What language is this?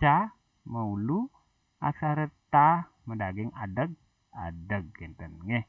Balinese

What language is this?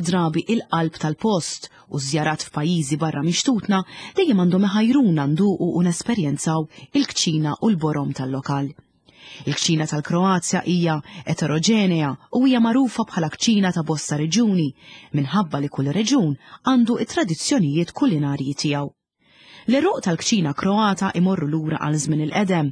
Maltese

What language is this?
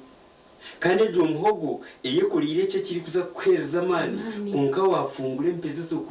Nyankole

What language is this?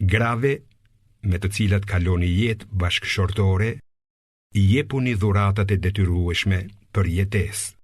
Albanian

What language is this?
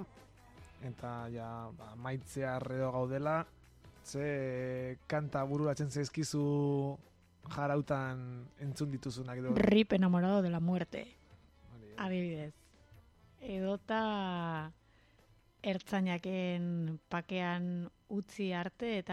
Basque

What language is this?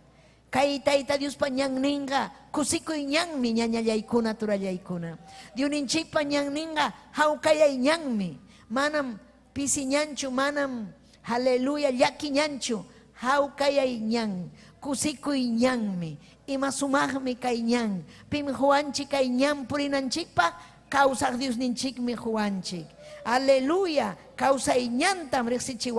Ayacucho Quechua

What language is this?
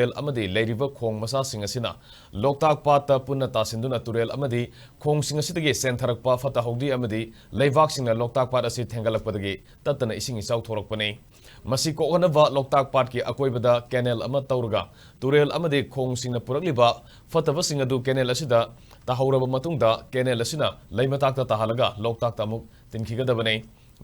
Manipuri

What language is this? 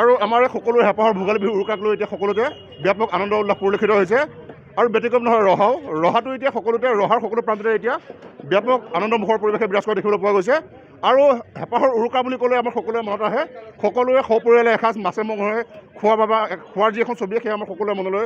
Assamese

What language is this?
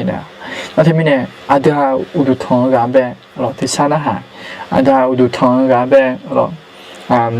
Akha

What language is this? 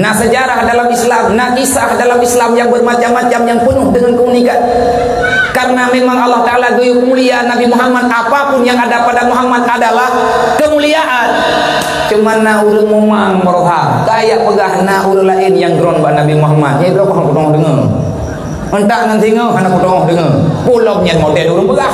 Achinese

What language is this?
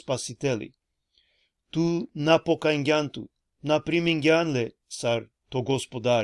Balkan Romani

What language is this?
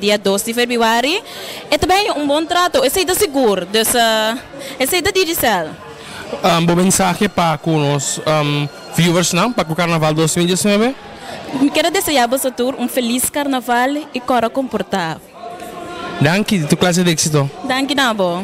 Papiamento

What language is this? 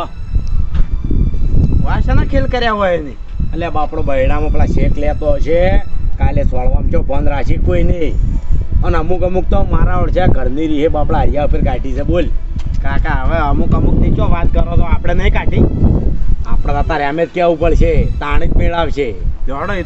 Gujarati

